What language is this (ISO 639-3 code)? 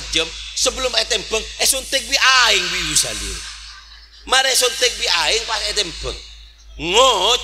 mad